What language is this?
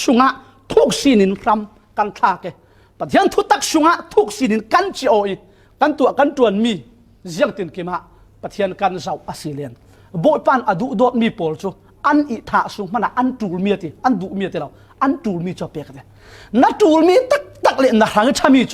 Falam Chin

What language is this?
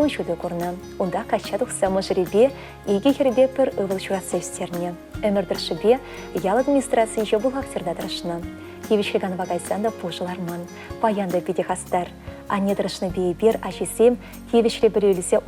Chuvash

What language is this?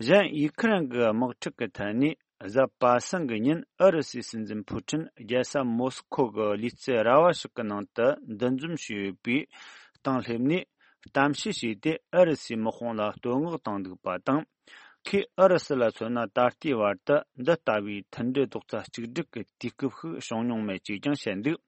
Tibetan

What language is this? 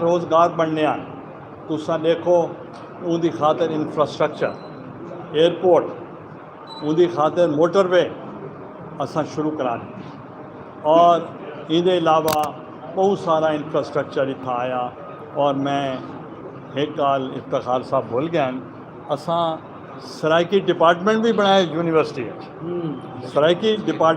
Saraiki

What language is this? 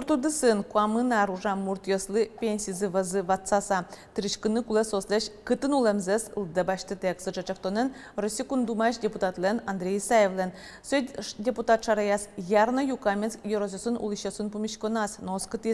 Udmurt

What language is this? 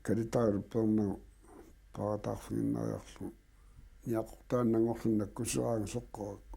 Kalaallisut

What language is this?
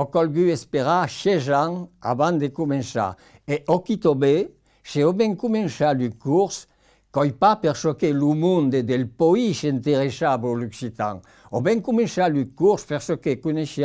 Occitan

